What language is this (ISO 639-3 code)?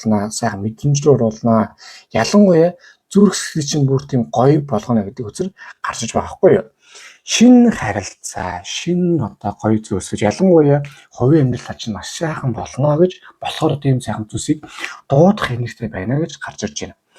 mon